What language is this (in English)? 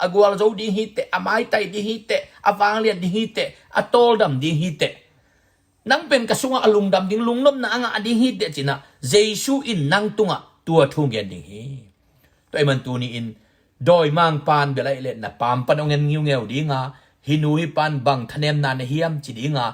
Tedim Chin